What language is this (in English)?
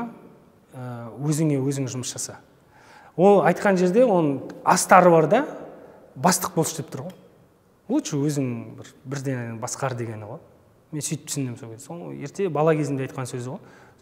Kazakh